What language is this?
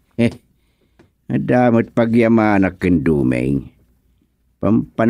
Iloko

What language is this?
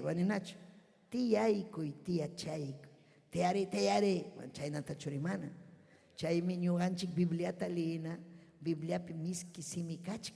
Ayacucho Quechua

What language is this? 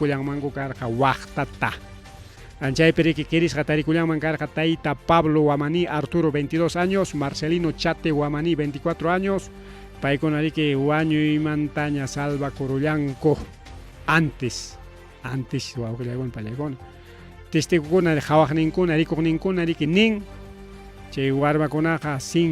Ayacucho Quechua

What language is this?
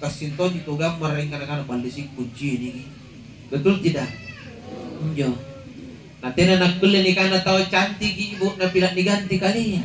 Makasar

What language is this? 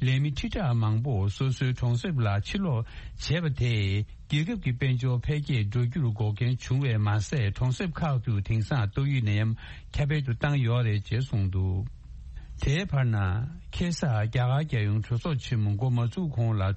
Tibetan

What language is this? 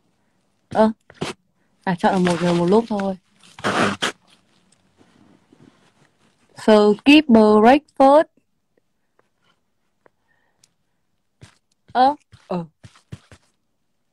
Vietnamese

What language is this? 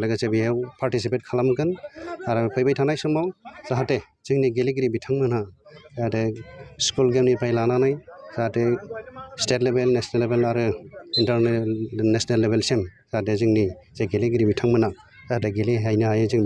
Bodo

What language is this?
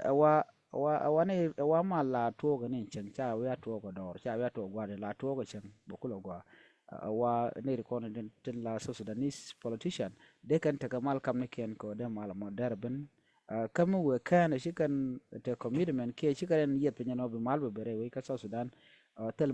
Nuer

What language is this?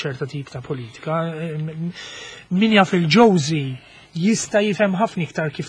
Maltese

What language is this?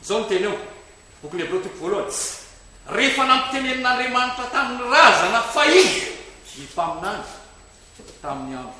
Malagasy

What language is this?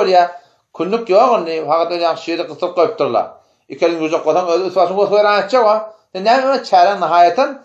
Turkmen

